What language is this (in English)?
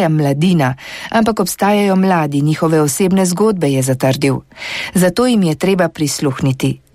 Slovenian